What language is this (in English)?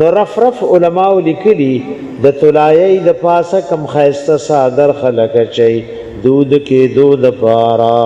Pashto